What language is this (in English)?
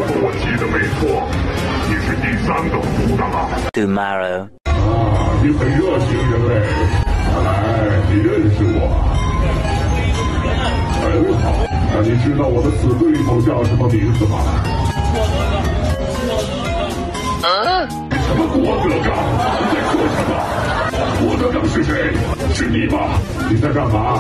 Chinese